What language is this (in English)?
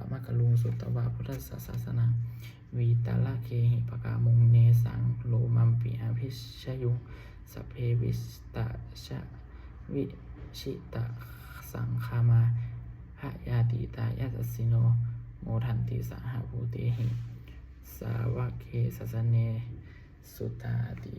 Pali